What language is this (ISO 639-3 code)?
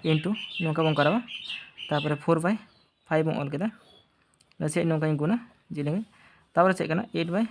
sat